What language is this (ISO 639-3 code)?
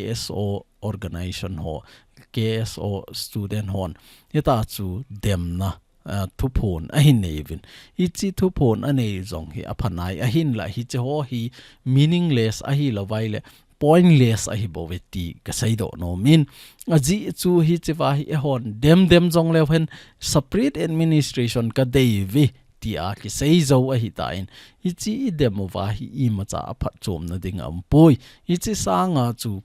tcz